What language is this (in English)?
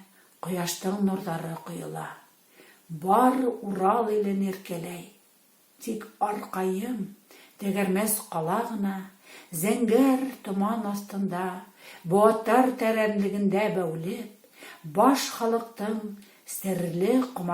Bashkir